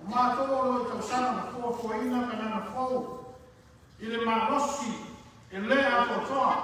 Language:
Samoan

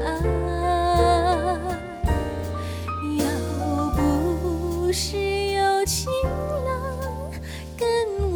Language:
Chinese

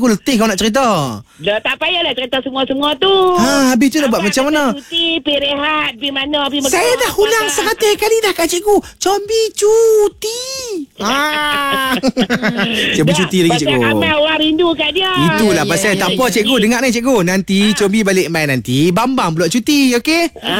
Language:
Malay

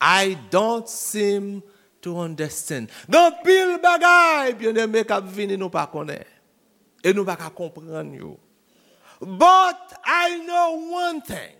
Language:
Haitian Creole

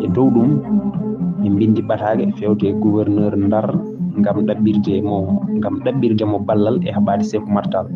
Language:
Fula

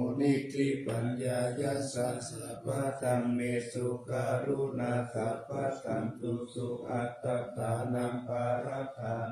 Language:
Pali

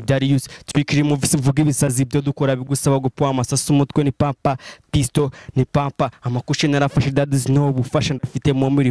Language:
Kinyarwanda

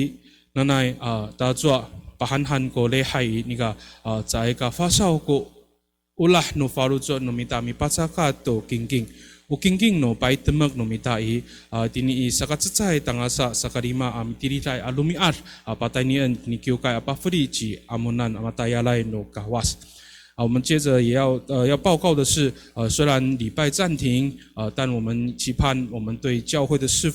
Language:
Amis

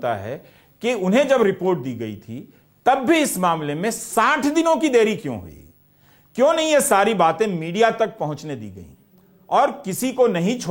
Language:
Hindi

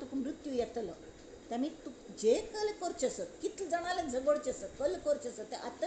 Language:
Konkani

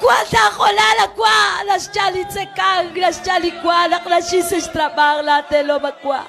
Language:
Kekchí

